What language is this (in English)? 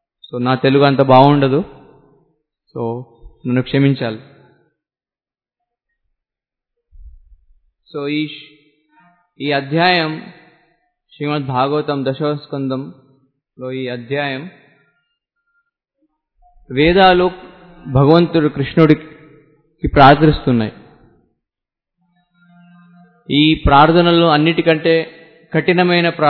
Telugu